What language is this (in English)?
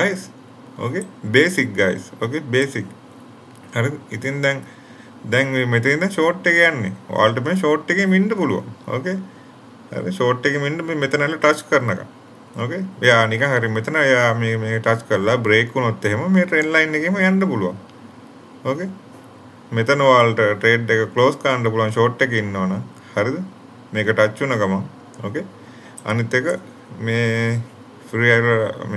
Sinhala